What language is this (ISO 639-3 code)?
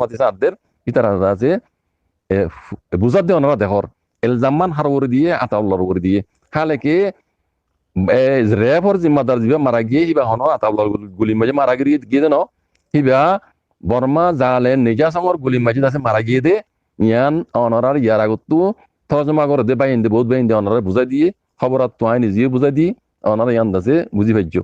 rhg